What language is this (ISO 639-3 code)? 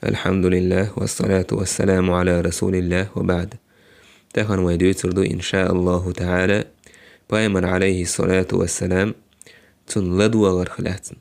che